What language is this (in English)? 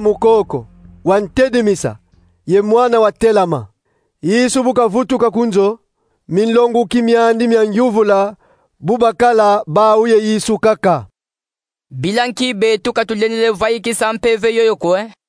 Kongo